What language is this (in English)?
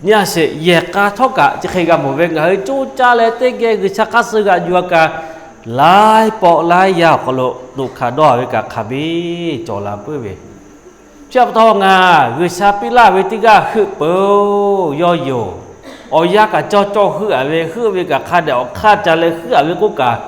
Lahu